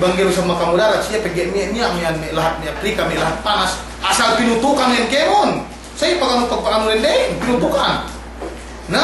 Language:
Yakan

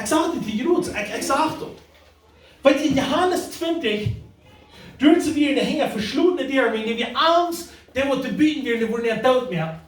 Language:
Plautdietsch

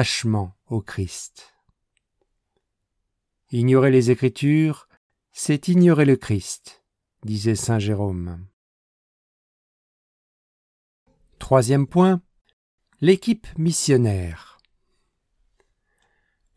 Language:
French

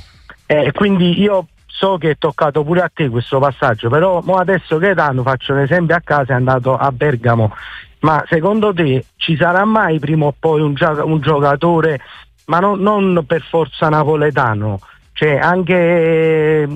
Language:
Italian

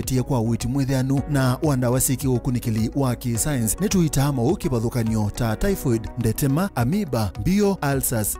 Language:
Kamba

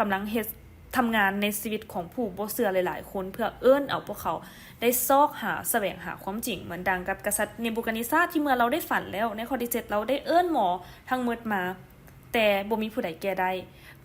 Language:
Lao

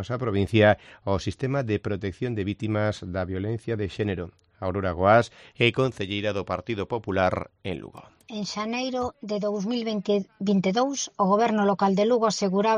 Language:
Galician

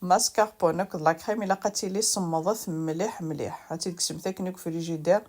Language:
Kabyle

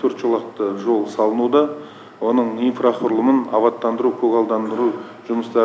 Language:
Kazakh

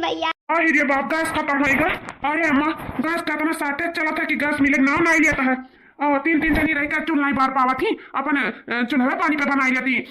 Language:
Awadhi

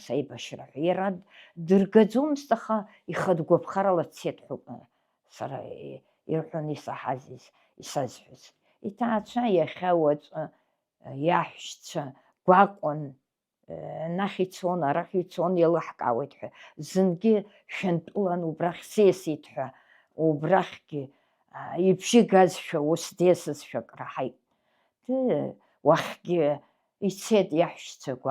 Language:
Abkhazian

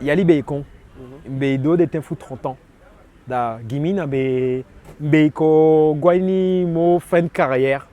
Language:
Eastern Maroon Creole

